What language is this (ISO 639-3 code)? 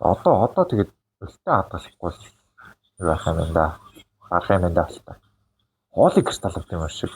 mon